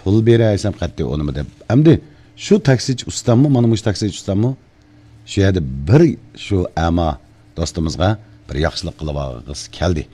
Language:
Uyghur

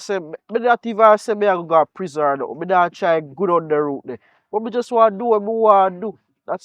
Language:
Jamaican Creole English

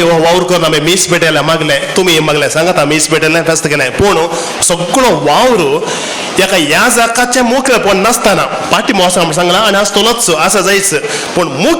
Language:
Konkani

